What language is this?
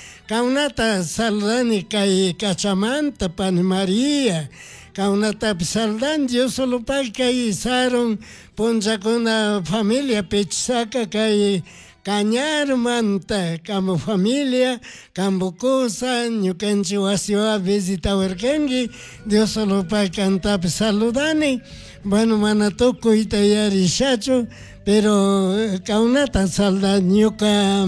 Chimborazo Highland Quichua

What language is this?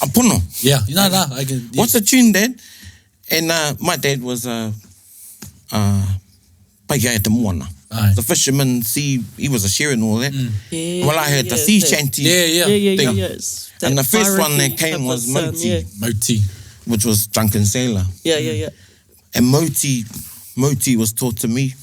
Māori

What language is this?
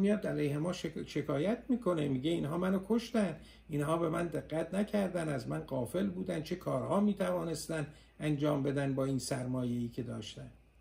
Persian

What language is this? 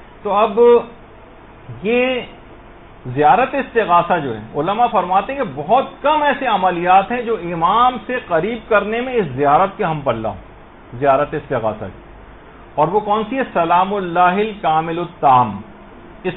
Urdu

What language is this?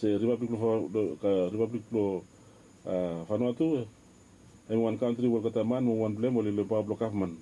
Bislama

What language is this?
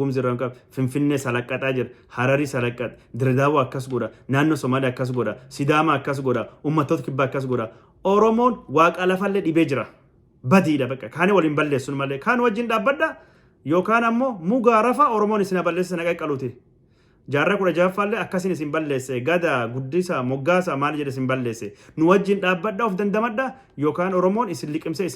Oromo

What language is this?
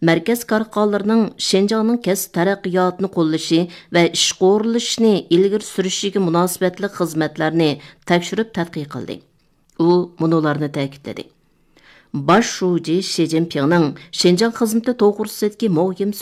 Uyghur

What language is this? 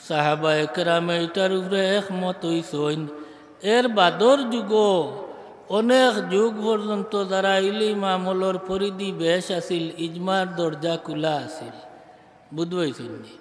Sylheti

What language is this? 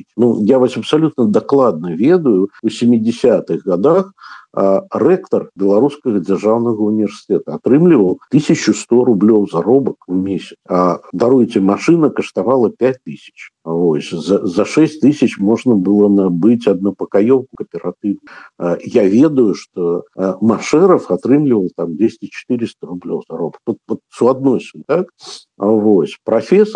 Belarusian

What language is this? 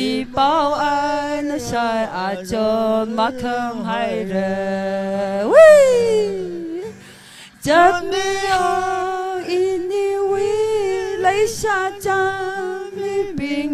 Tangkhul Naga (India)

